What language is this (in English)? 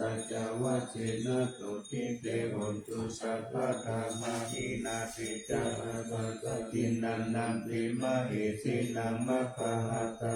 Pali